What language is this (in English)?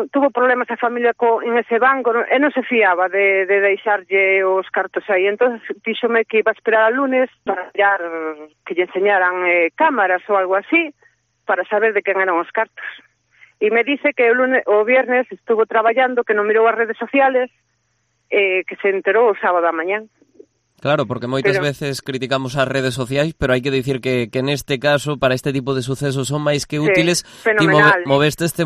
Galician